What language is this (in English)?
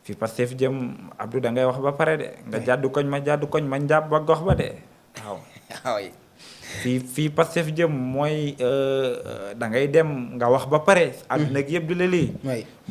Wolof